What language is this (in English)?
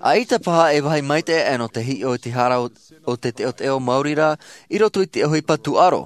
Tahitian